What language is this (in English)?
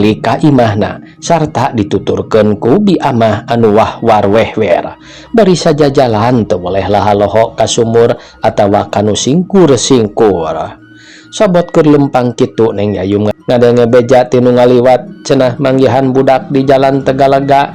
Sundanese